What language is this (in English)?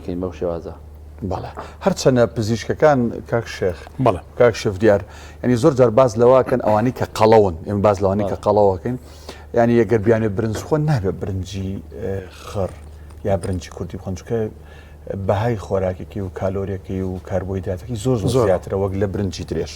Central Kurdish